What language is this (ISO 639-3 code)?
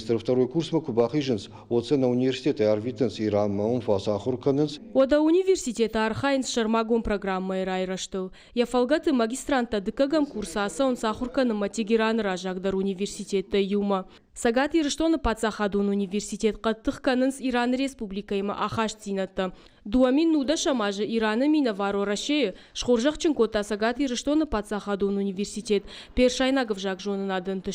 oss